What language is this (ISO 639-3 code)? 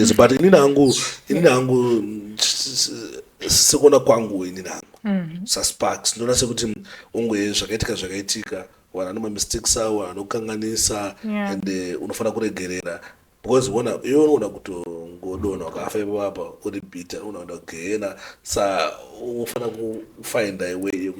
sna